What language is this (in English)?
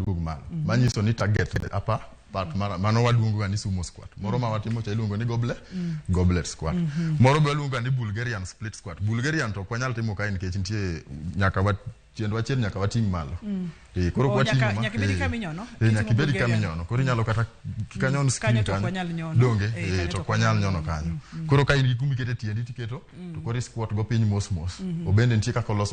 Luo (Kenya and Tanzania)